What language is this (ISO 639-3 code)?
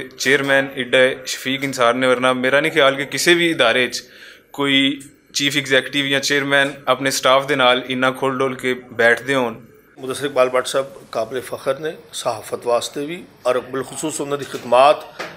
lah